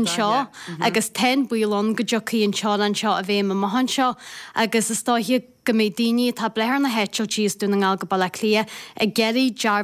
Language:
Irish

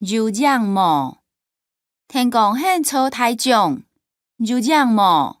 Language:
Hakka Chinese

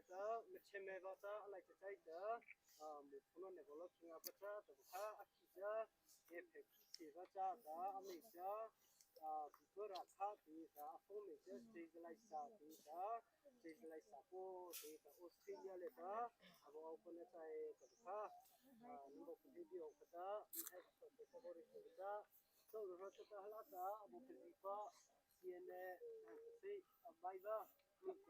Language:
Mara Chin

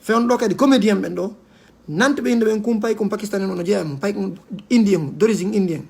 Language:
Fula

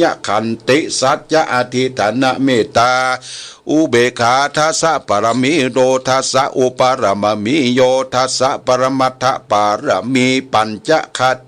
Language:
Pali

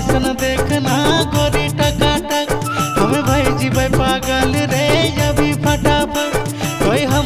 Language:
Bhojpuri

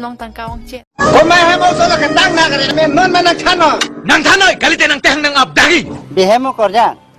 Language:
Karbi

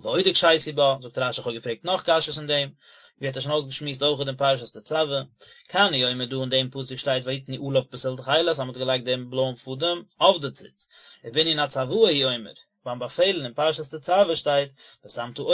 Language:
Yiddish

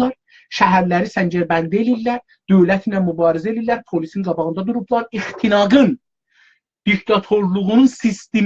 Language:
South Azerbaijani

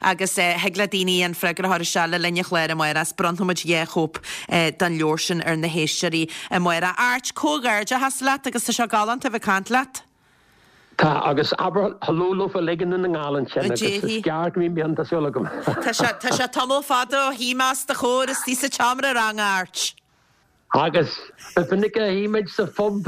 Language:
Irish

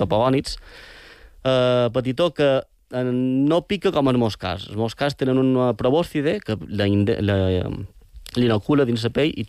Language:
Catalan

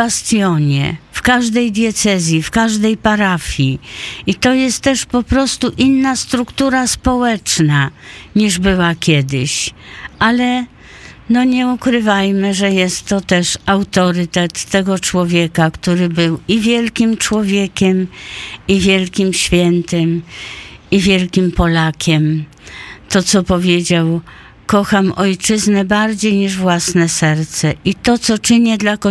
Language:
Polish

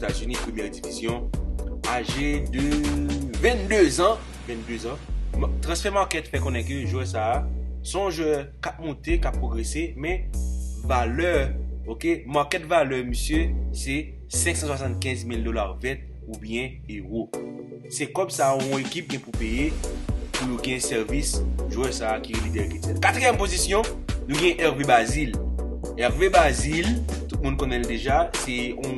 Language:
Haitian Creole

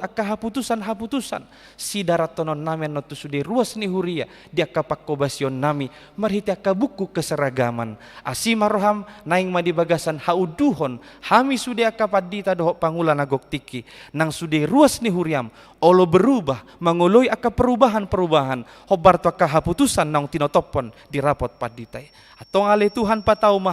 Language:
Batak Toba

